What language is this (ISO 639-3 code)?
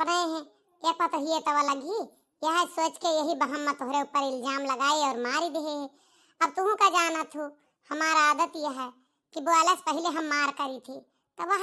awa